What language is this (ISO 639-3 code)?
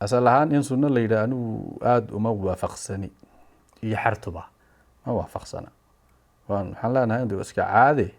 som